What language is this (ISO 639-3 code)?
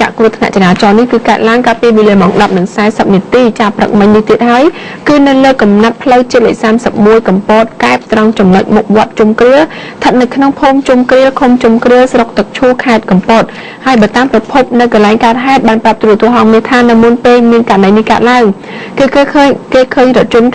khm